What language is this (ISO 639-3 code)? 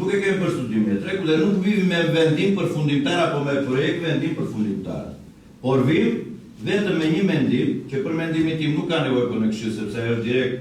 sqi